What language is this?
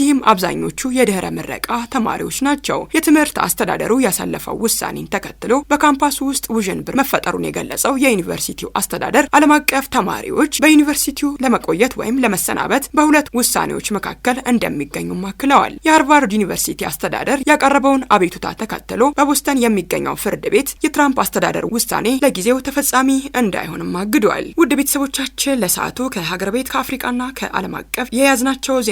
Amharic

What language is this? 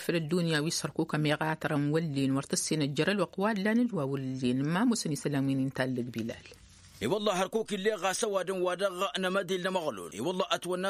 Tamasheq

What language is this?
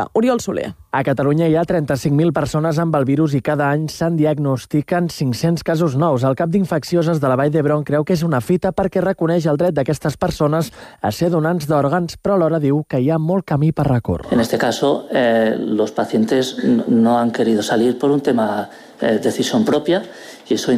Catalan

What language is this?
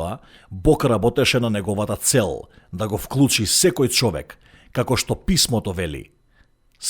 Macedonian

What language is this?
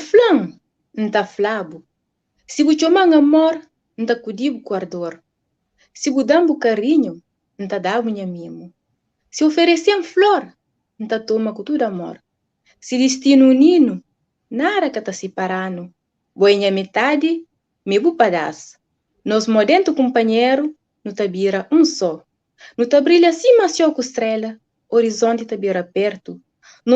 Kabuverdianu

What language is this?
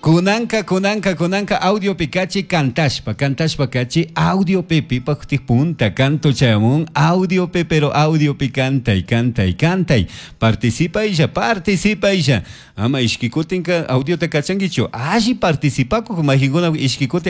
Chimborazo Highland Quichua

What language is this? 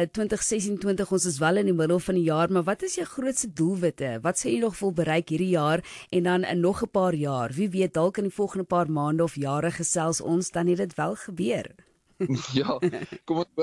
Afrikaans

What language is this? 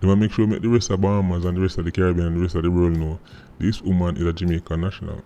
Jamaican Creole English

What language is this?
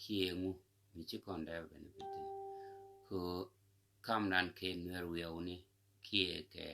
Nuer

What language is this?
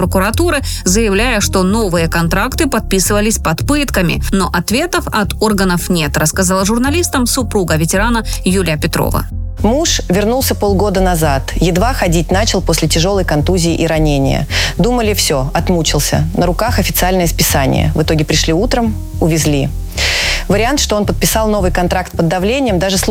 Russian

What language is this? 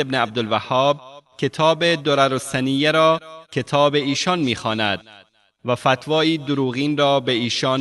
Persian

